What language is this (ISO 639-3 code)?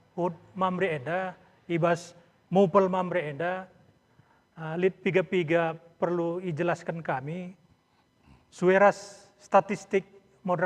btx